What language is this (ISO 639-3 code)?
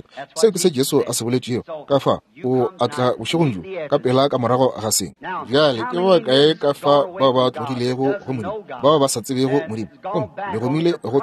nso